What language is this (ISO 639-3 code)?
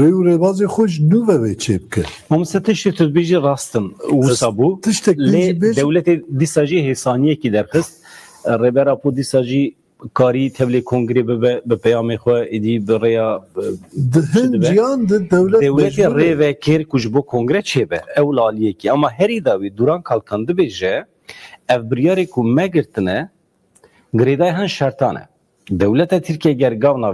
kur